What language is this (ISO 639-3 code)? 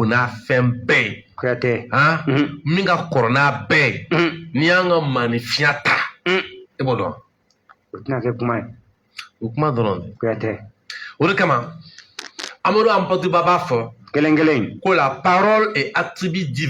bam